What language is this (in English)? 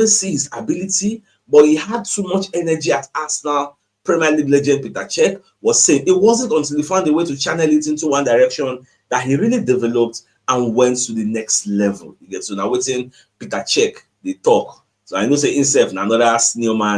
Nigerian Pidgin